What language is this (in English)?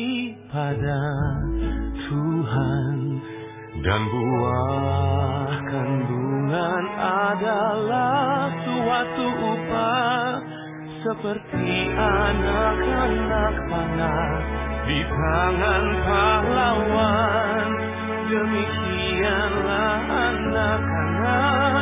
Indonesian